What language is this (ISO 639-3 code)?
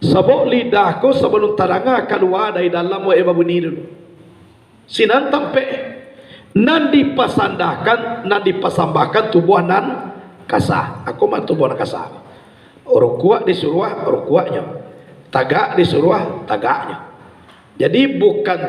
min